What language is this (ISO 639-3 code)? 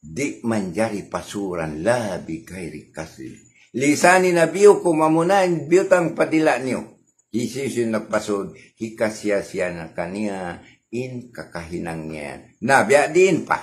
tsg